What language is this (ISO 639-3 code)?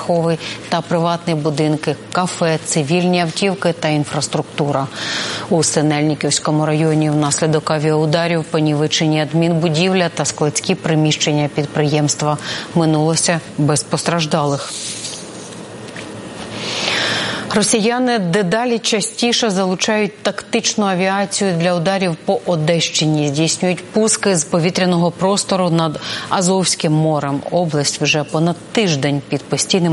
ukr